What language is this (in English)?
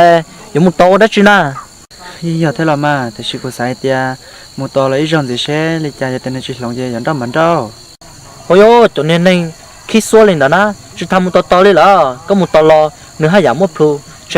Hmong